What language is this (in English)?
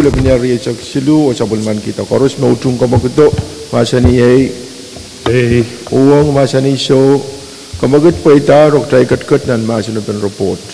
Pohnpeian